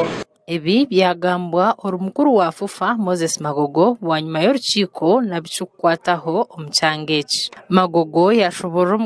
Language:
Nyankole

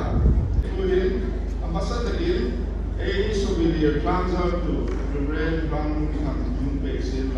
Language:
Hmar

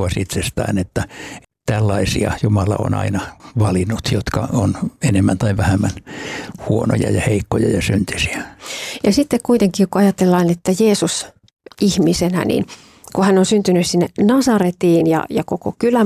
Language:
Finnish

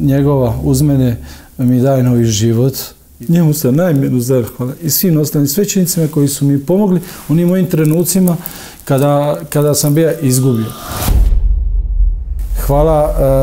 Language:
Croatian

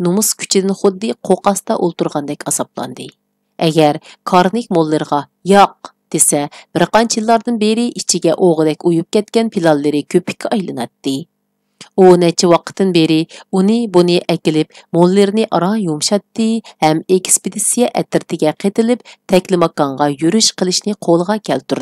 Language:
Uyghur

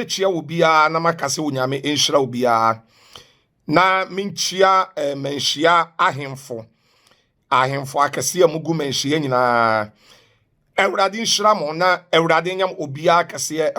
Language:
Akan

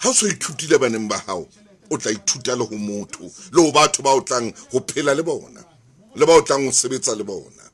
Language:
Southern Sotho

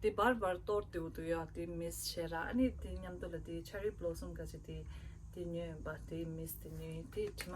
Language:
Tibetan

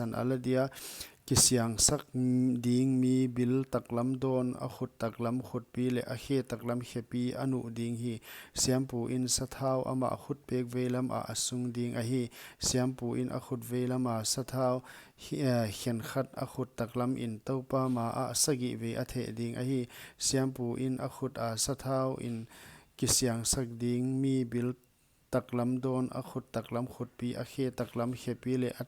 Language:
Paite Chin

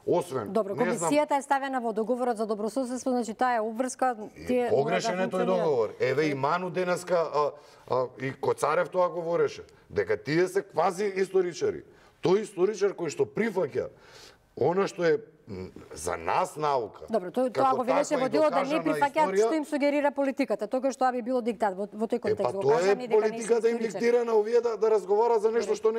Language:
Macedonian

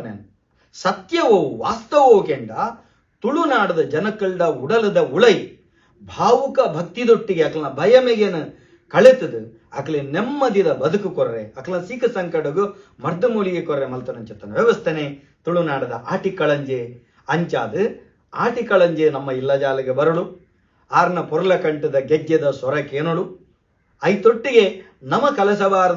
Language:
Tulu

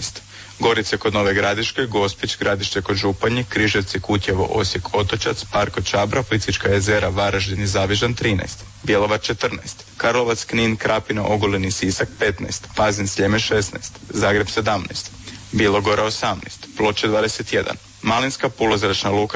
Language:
Croatian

